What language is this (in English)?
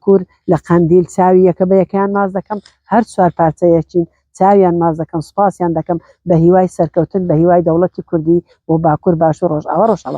Central Kurdish